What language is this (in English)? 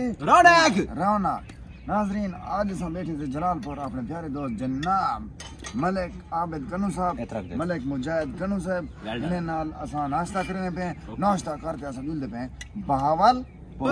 Saraiki